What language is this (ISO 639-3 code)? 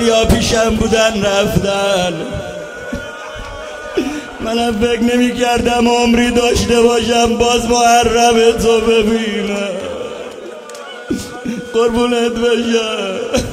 fas